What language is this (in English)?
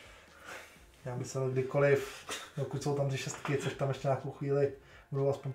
Czech